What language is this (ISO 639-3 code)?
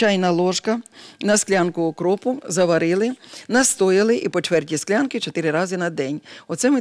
ukr